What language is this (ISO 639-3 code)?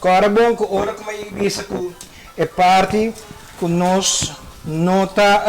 pap